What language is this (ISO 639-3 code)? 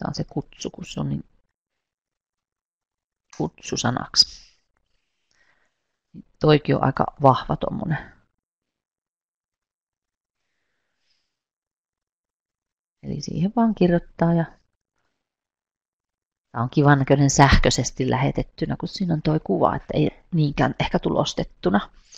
fin